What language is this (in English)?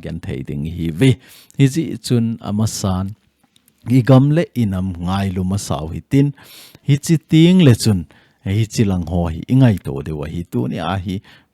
Thado Chin